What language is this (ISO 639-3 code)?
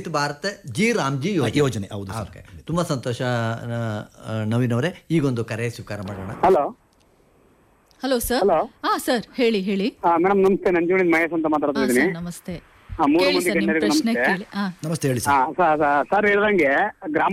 kan